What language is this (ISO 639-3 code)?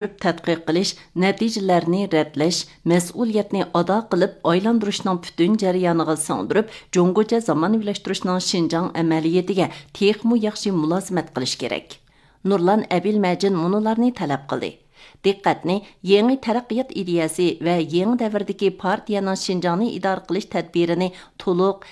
uig